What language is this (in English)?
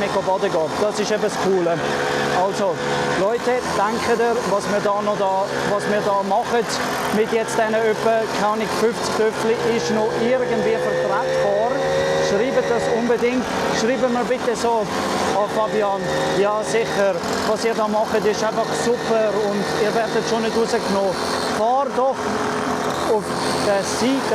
Swiss German